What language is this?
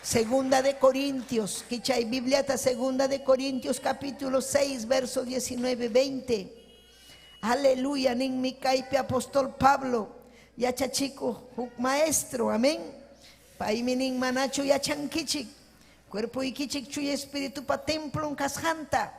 Ayacucho Quechua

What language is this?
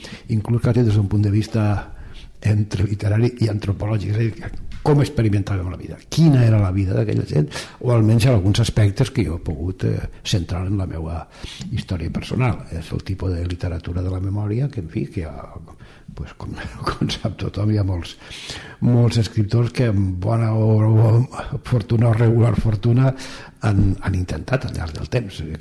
Catalan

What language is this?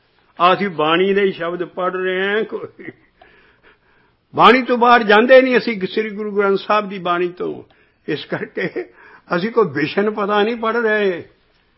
Punjabi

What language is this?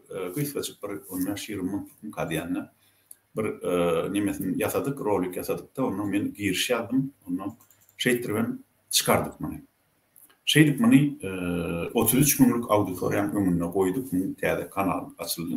Turkmen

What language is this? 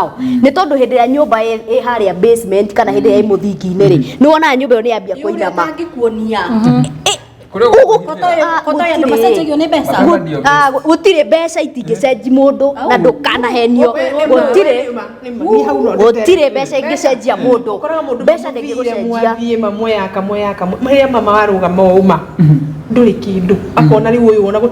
Kikuyu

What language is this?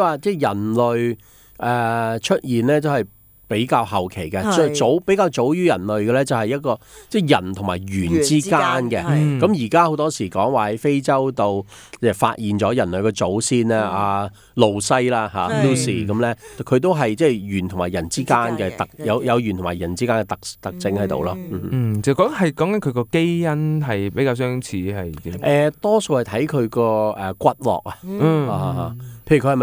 Cantonese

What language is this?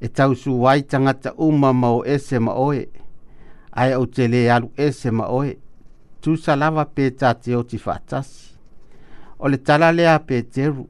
Samoan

